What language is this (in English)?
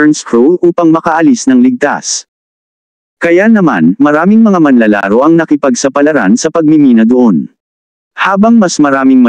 Filipino